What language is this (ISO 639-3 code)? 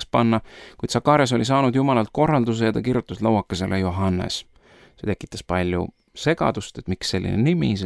est